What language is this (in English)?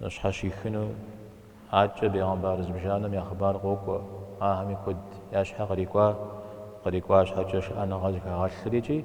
Kabardian